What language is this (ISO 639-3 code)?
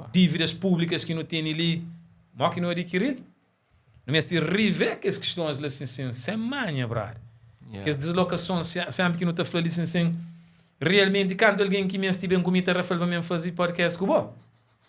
kea